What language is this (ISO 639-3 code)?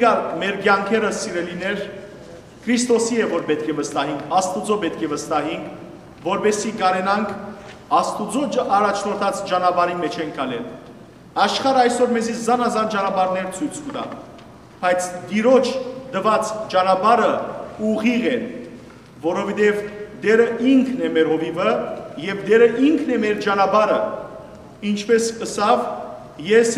hyw